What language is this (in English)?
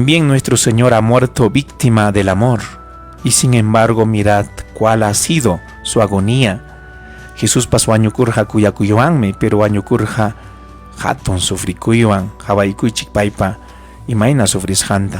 Ayacucho Quechua